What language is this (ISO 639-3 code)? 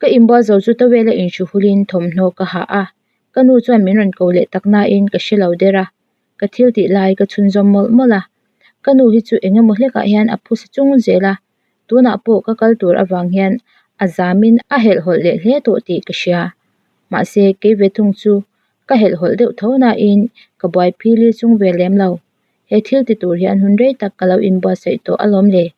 lus